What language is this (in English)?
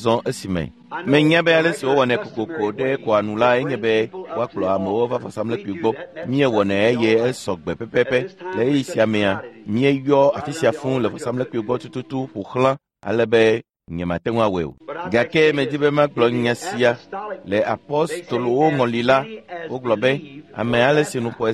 Ewe